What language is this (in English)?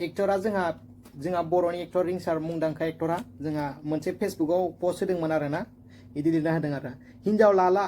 Bodo